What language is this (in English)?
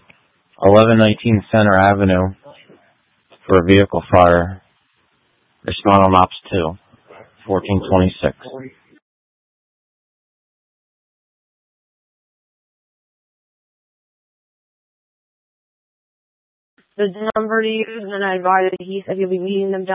English